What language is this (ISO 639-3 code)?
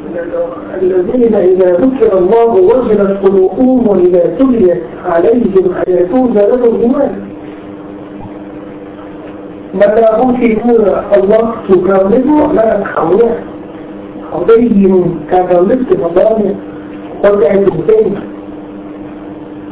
tha